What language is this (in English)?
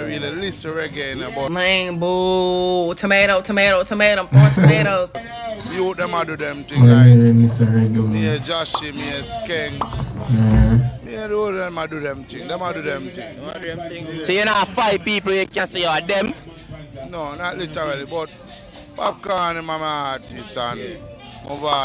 Jamaican Creole English